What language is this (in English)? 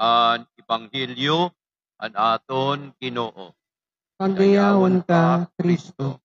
Waray